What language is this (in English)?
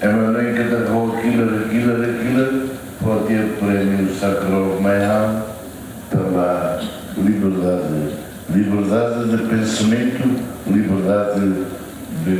Tetum